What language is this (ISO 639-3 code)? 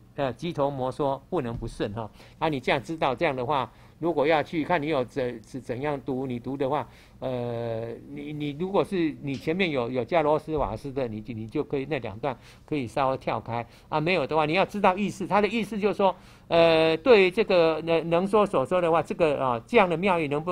zho